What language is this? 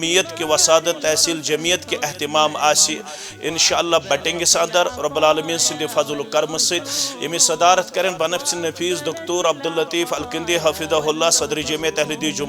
Kashmiri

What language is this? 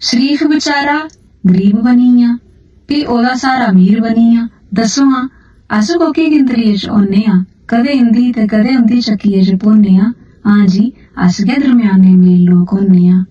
Dogri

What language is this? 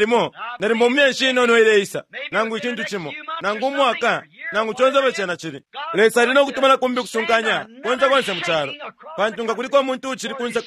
Bemba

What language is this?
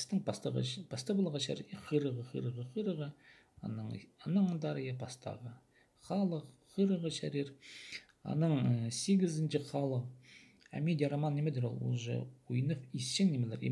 Khakas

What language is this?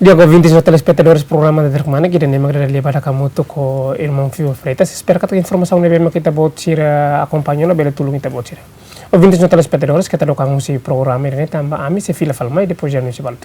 Tetum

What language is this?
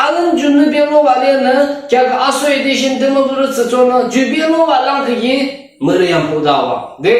Yimchungru Naga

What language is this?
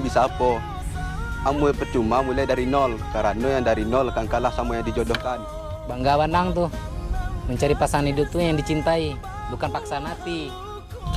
Minangkabau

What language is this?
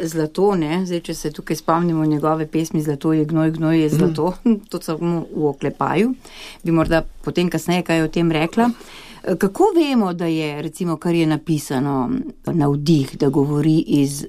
Slovenian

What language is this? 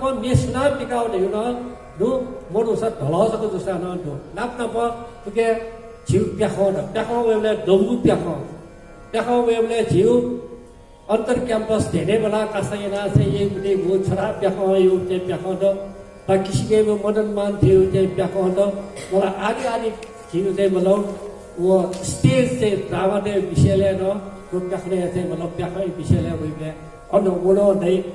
Newari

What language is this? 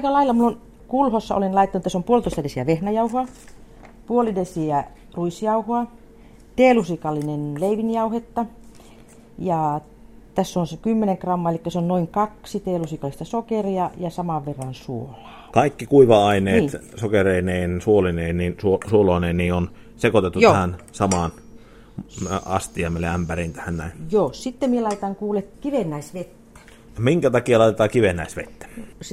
Finnish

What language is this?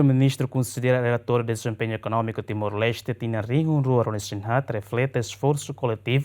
Tetum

